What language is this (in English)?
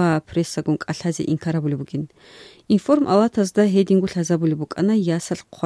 Avaric